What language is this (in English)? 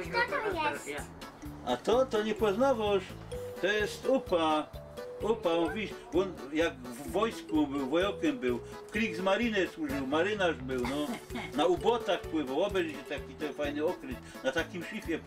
Silesian